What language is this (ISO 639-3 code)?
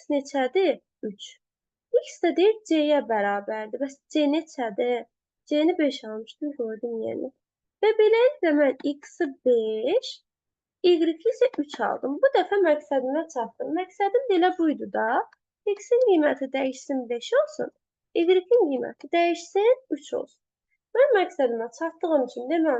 aze